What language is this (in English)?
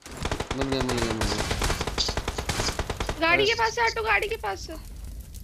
Hindi